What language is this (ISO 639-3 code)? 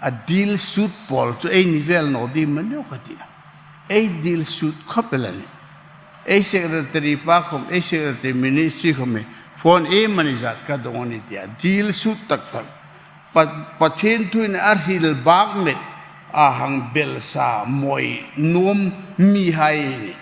hmr